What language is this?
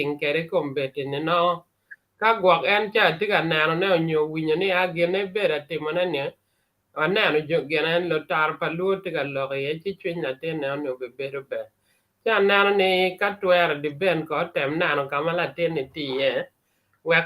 Acoli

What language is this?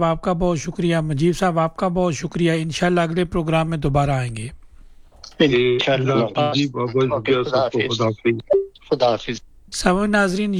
Urdu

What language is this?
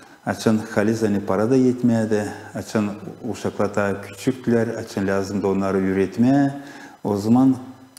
Gagauz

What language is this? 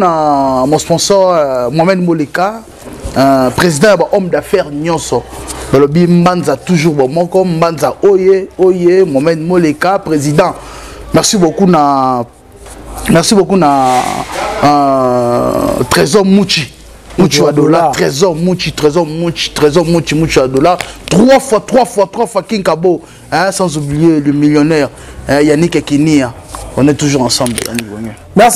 Lingala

